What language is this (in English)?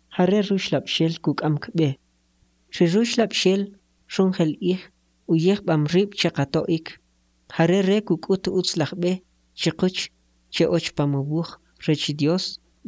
Kʼicheʼ